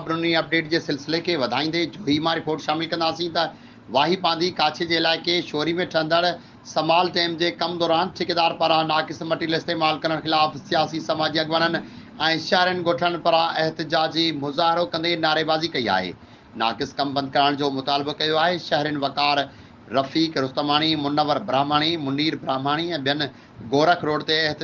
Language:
Sindhi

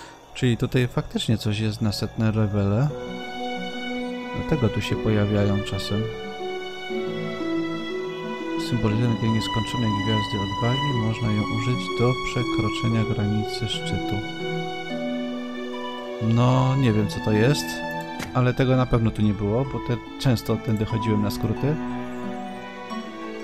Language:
Polish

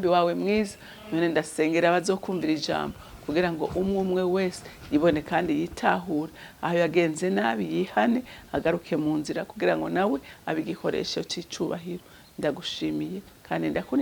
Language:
Rundi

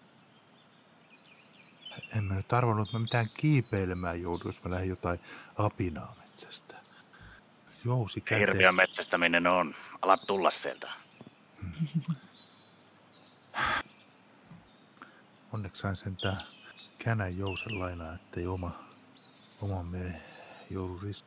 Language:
Finnish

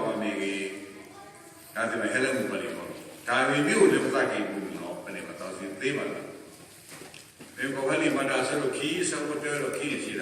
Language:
S'gaw Karen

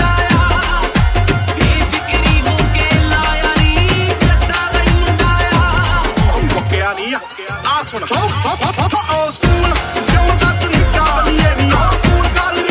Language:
Punjabi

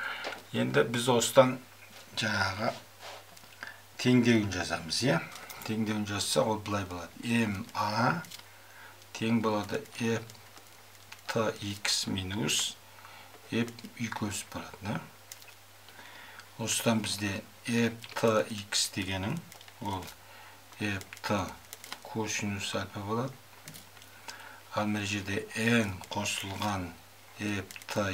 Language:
Kazakh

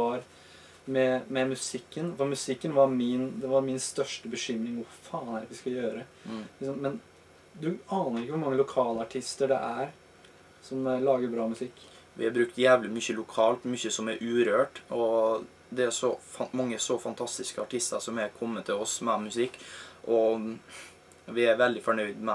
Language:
Norwegian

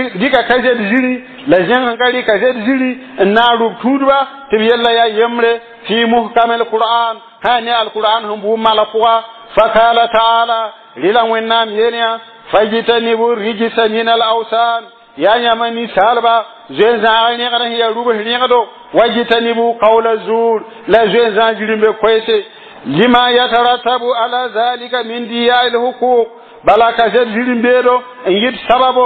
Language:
Mossi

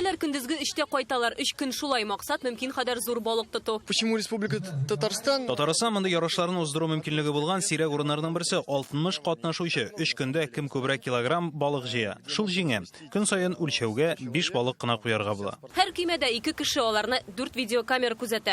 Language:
Tatar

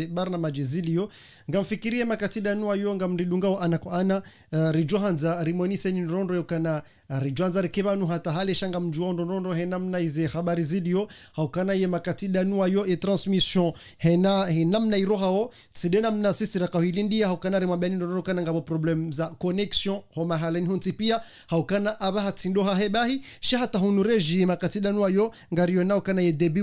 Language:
Ngazidja Comorian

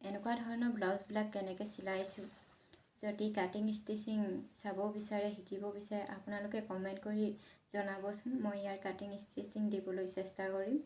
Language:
Assamese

